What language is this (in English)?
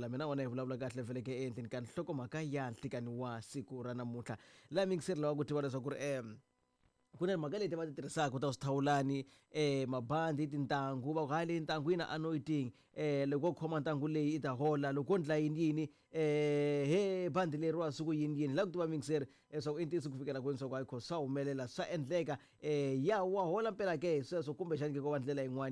Tsonga